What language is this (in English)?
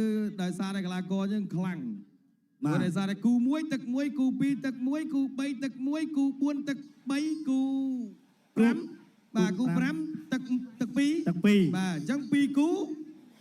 Khmer